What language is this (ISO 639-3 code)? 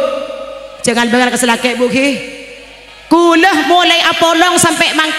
mad